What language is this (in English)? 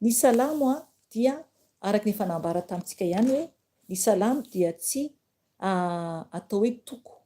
Malagasy